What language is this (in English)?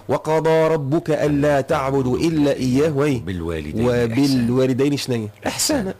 Tunisian Arabic